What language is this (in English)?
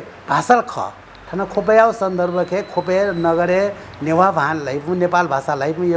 Newari